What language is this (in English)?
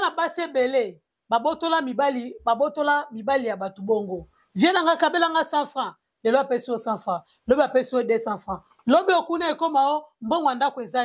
Lingala